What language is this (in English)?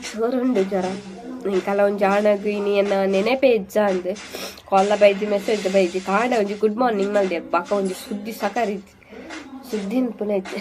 Tulu